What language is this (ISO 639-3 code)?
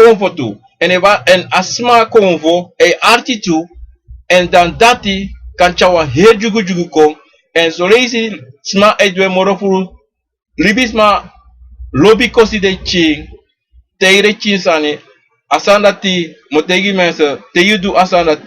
srn